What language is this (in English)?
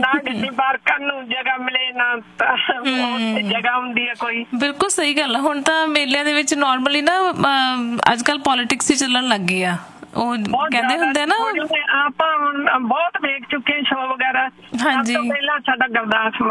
Punjabi